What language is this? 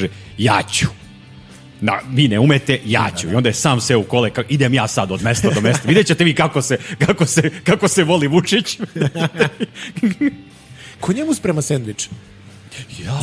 Serbian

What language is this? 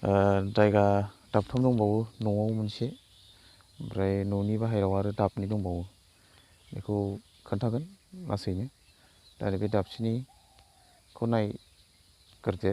Bodo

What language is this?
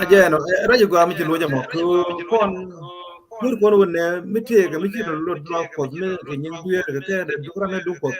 Nuer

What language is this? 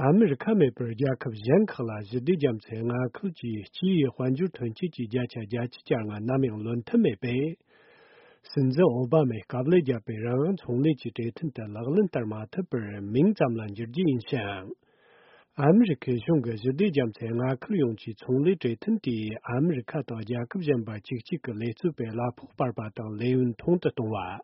Tibetan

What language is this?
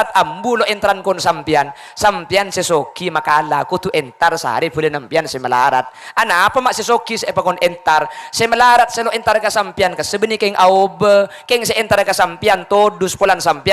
Madurese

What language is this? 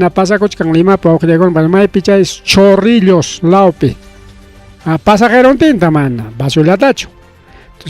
Ayacucho Quechua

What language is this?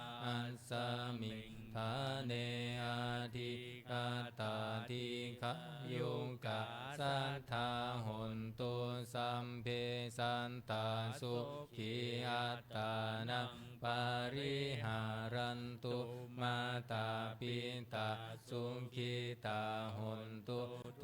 Pali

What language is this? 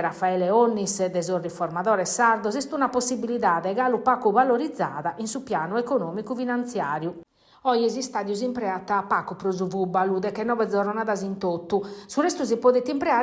Sardinian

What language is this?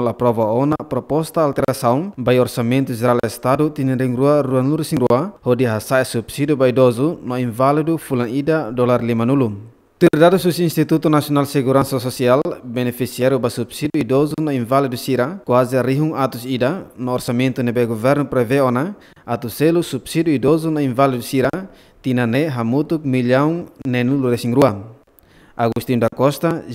Tetum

